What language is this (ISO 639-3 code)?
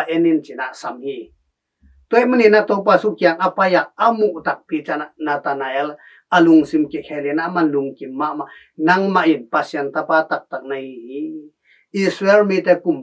ctd